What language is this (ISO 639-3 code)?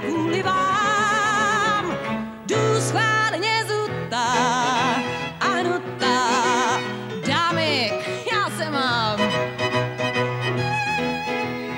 ces